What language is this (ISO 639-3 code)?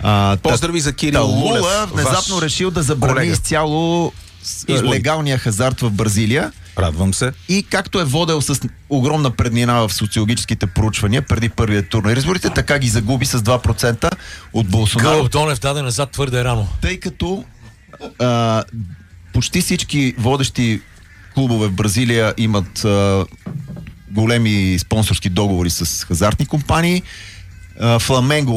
bul